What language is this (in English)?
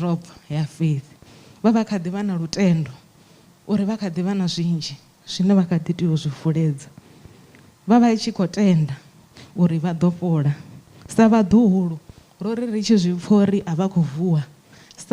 Venda